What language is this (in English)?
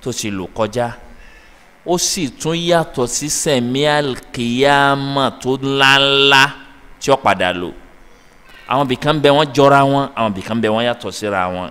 Yoruba